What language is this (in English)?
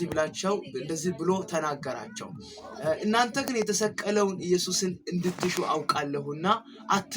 Amharic